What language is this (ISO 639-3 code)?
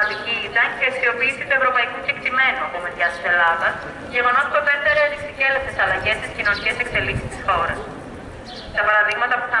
ell